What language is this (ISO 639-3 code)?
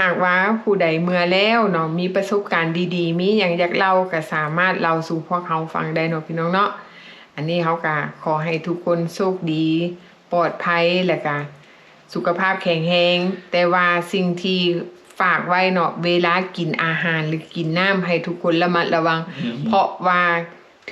lao